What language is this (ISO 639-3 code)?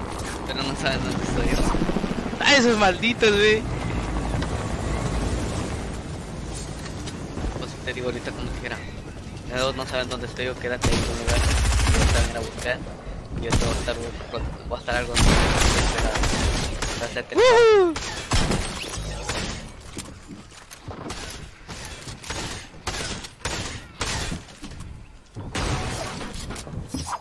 spa